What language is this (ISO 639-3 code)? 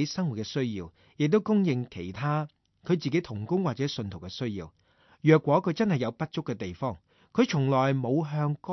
yue